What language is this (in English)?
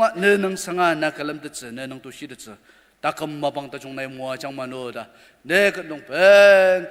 Ao Naga